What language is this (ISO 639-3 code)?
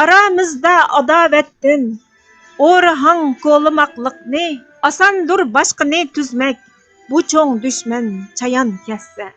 uig